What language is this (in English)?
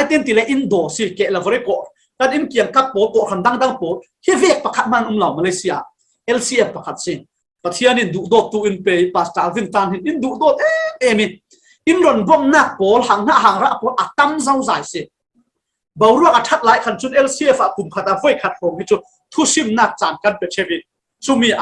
Falam Chin